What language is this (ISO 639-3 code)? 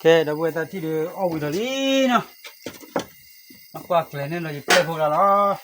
ksw